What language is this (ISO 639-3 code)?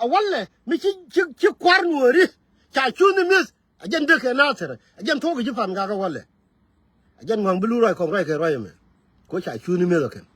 nus